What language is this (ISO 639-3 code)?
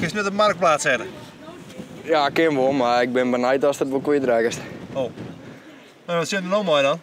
fry